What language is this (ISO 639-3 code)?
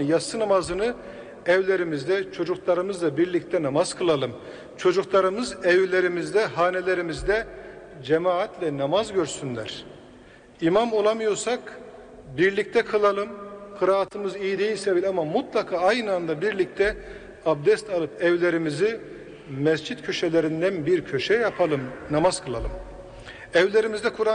tur